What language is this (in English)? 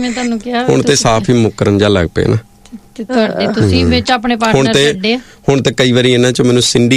Punjabi